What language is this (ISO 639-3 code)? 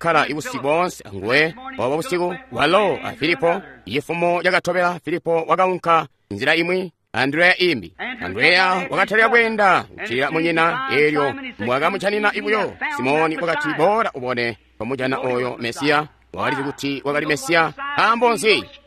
toi